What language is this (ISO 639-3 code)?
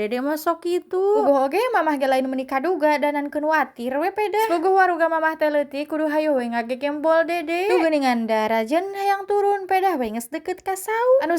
sun